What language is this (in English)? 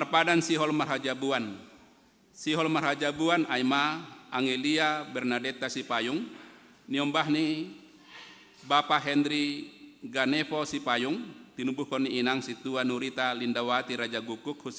Batak Simalungun